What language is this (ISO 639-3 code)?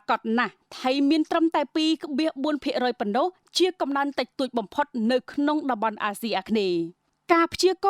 khm